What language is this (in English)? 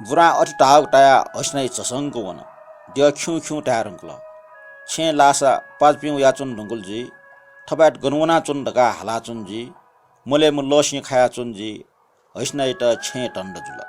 Newari